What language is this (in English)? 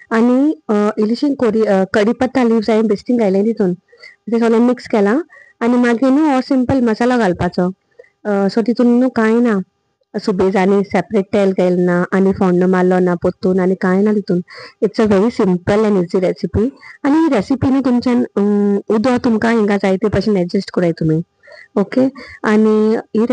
Konkani